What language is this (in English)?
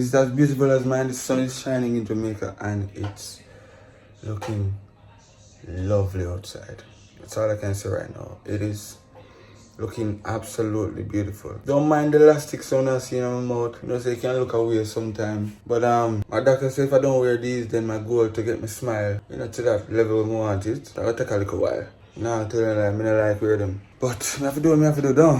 Jamaican Creole English